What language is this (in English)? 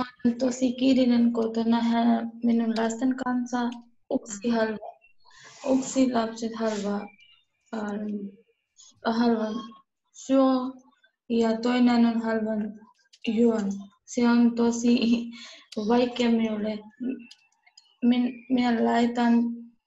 Finnish